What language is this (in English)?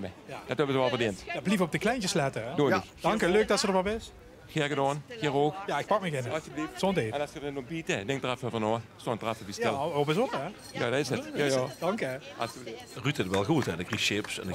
Limburgish